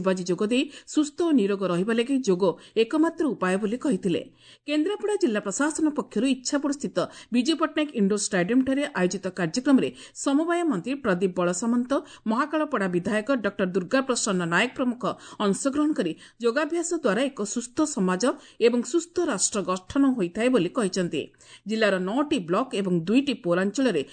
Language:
Odia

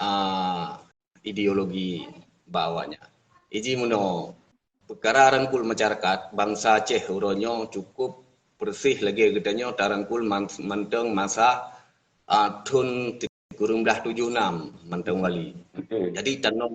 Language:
Achinese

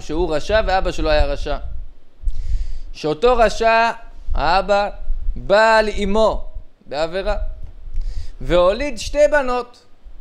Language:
Hebrew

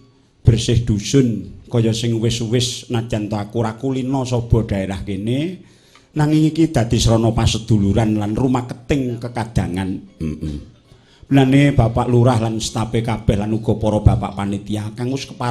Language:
Javanese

